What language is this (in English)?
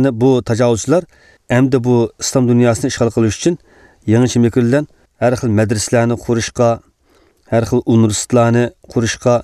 Uyghur